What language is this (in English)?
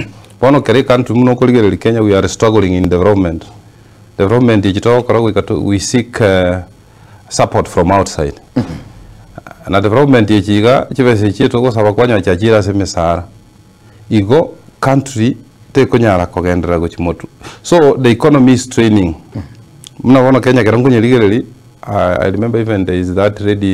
Gusii